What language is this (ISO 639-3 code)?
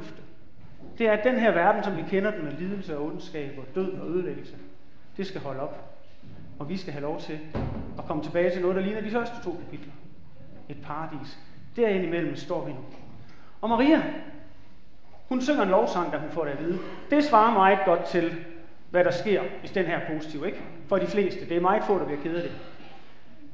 dan